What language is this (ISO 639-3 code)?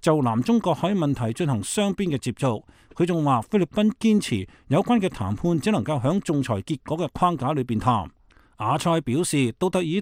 yue